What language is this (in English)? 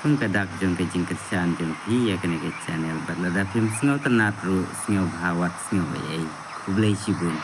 Khasi